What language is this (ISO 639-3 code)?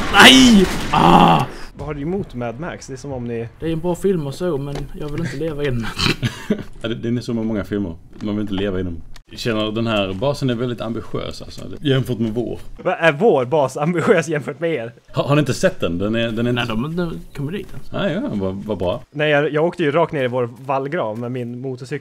swe